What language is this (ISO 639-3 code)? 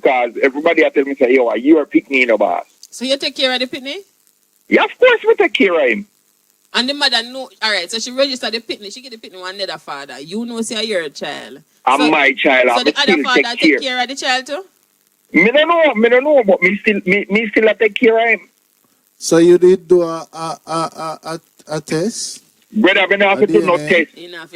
jam